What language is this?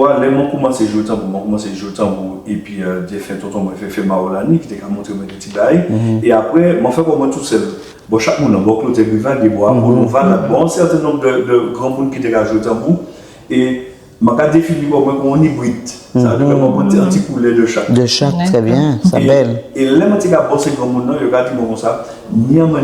Guadeloupean Creole French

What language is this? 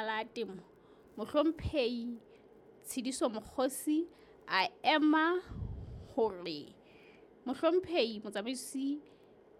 Southern Sotho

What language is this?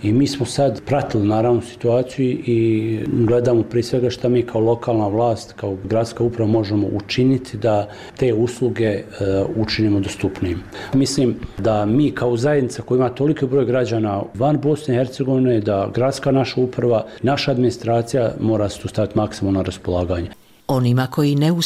Bosnian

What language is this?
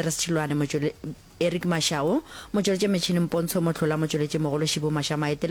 Northern Sotho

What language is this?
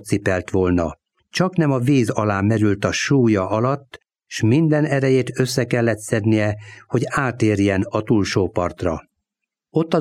Hungarian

